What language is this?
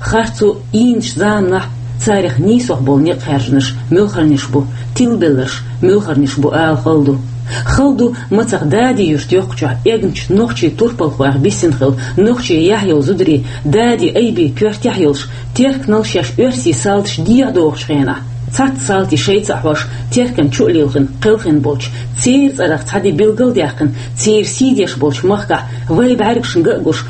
Chechen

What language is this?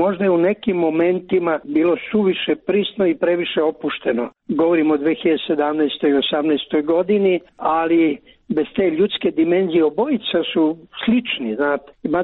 Serbian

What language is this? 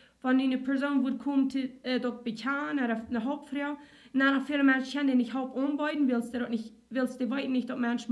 Plautdietsch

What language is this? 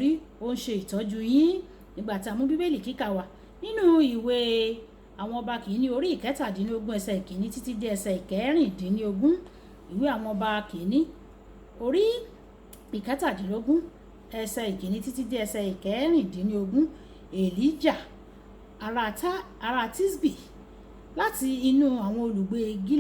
Yoruba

